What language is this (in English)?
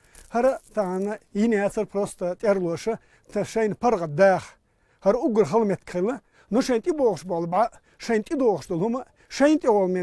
Chechen